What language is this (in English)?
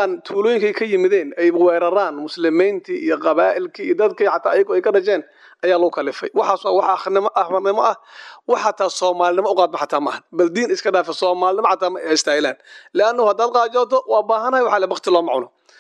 Somali